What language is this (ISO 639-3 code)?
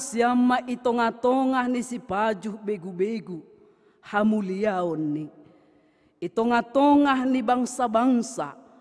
bts